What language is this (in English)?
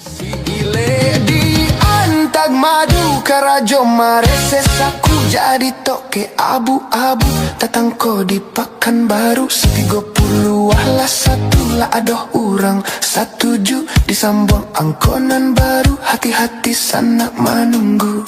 Minangkabau